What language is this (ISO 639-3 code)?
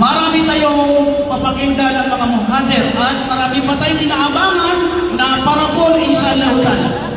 mrw